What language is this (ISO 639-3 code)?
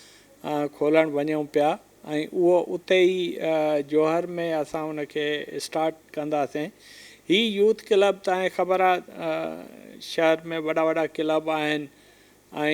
snd